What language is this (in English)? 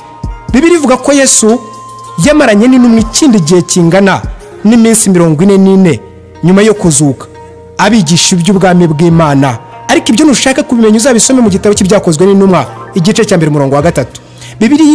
Kinyarwanda